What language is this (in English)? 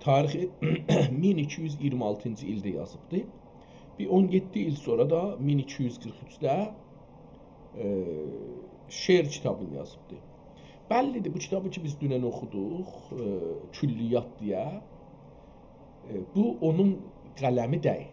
South Azerbaijani